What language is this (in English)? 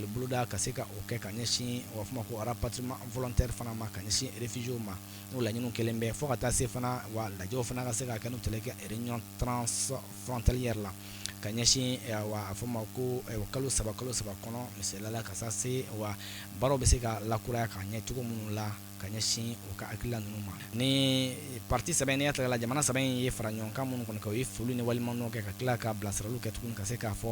Bambara